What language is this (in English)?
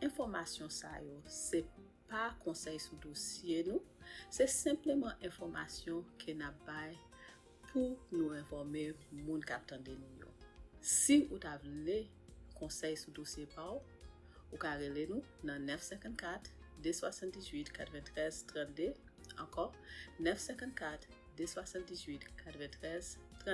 Haitian Creole